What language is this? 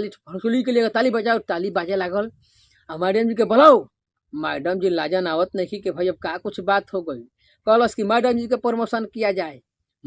Bhojpuri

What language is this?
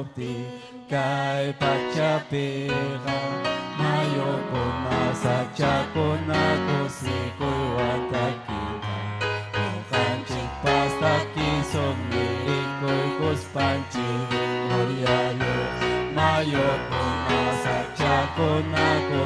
Ayacucho Quechua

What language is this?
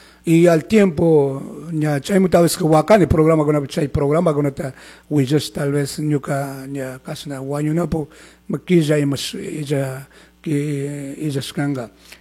Chimborazo Highland Quichua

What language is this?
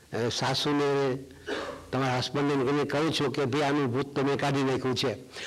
Gujarati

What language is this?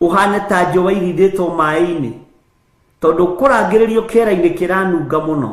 Kikuyu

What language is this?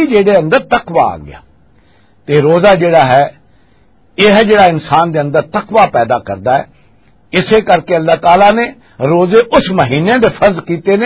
Western Panjabi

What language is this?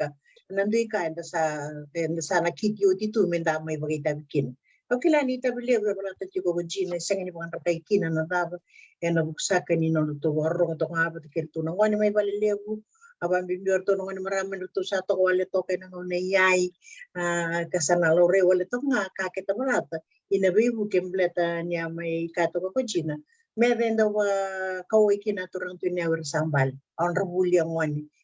Fijian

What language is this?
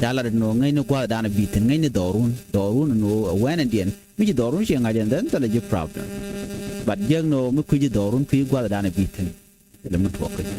Nuer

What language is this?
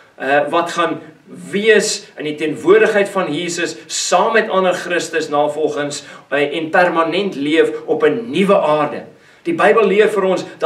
Afrikaans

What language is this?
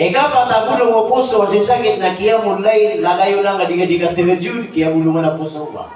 Maranao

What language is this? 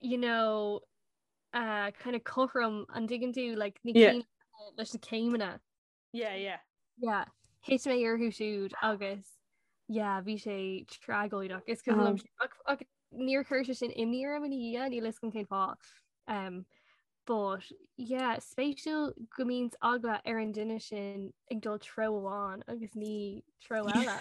Irish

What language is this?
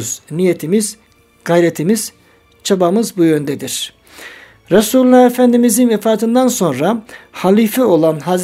Turkish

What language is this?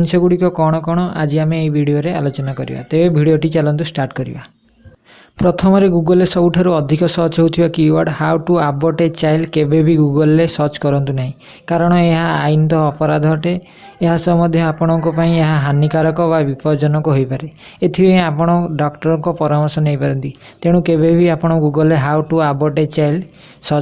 Odia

